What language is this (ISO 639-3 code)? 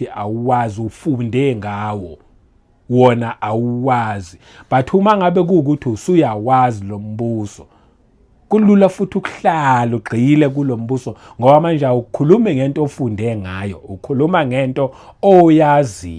zul